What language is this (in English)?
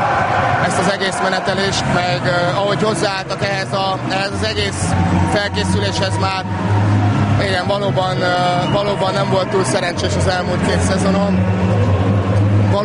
Hungarian